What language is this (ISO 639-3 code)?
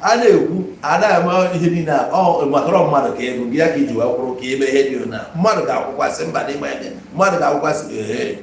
ibo